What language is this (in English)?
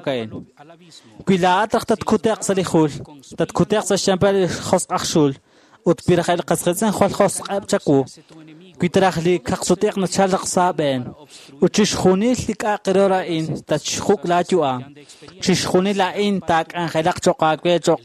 Kekchí